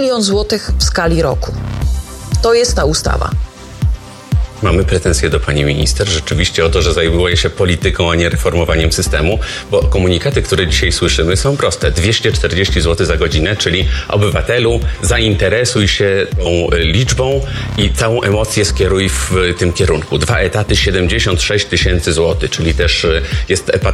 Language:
Polish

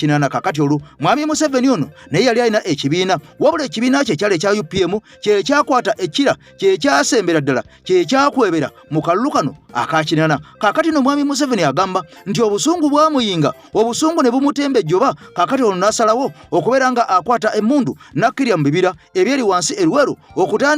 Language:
Ganda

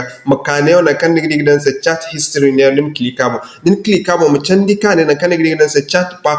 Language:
Zarma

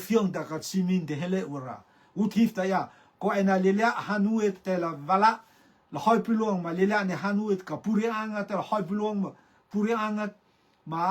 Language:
Rotuman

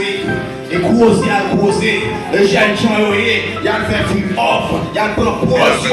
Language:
Haitian Creole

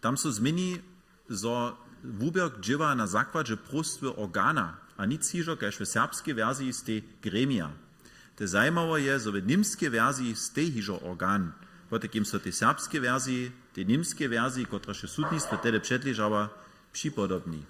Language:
Upper Sorbian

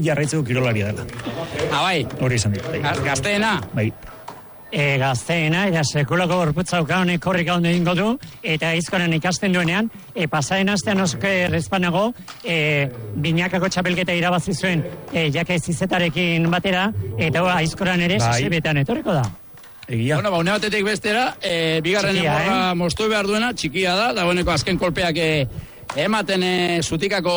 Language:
Basque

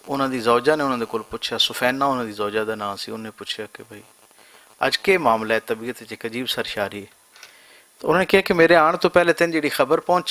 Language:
Western Panjabi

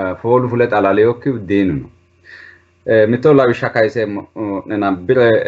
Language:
Sidamo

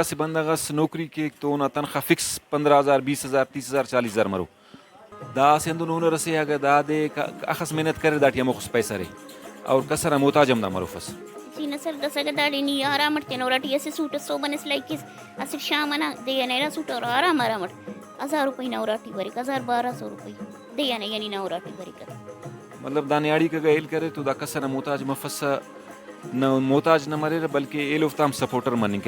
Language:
Brahui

